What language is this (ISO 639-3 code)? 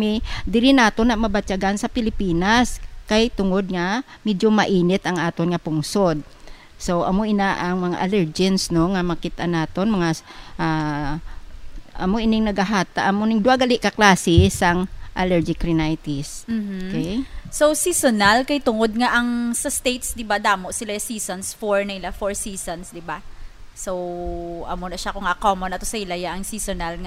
hil